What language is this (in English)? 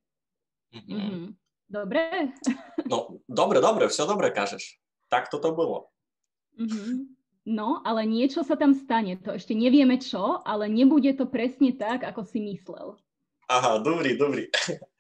Rusyn